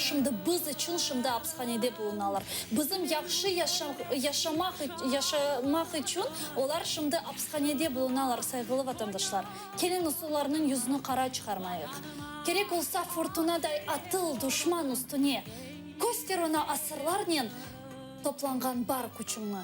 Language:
Crimean Tatar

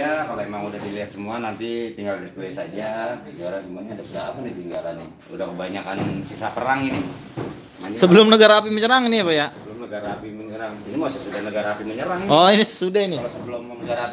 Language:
Indonesian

